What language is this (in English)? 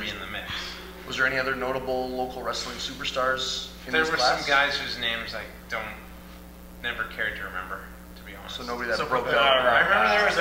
English